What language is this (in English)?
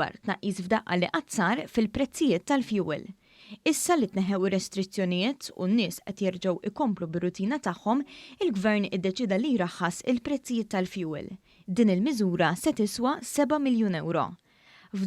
Maltese